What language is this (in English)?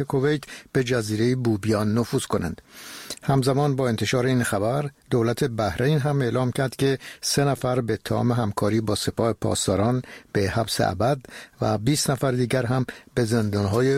Persian